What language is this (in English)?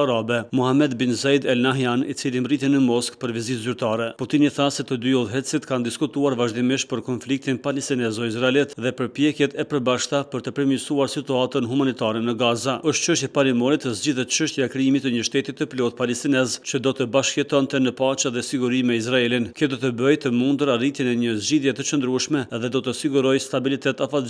Albanian